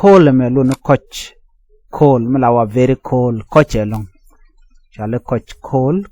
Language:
Nuer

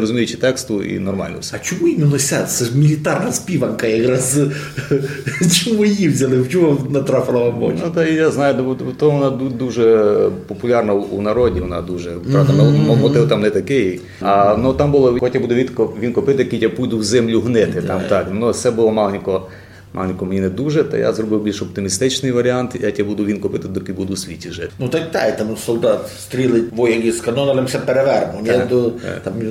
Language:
Rusyn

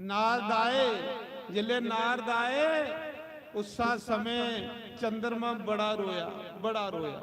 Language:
Dogri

